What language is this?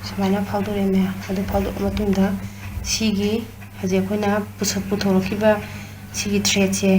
Manipuri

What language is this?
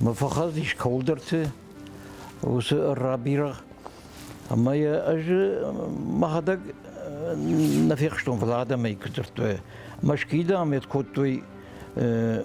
Ossetic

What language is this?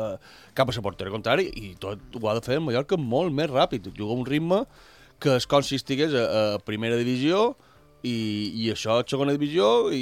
Catalan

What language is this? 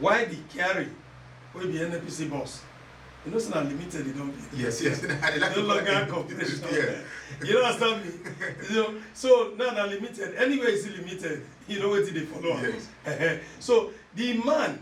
Nigerian Pidgin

